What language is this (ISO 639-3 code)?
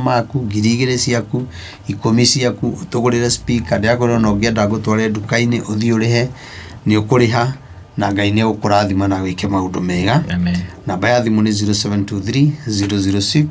kik